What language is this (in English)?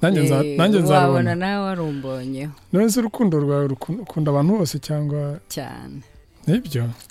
Kinyarwanda